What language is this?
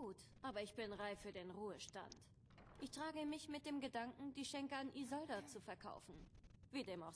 Swiss German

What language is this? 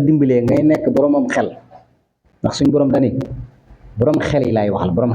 Wolof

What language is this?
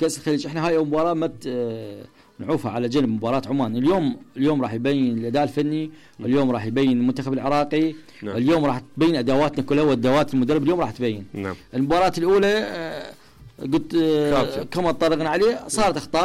Mesopotamian Arabic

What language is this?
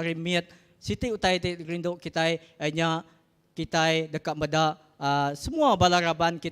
Iban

